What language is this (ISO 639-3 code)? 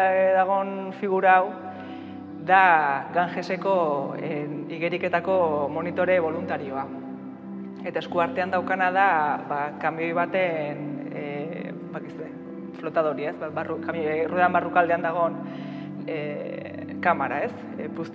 eus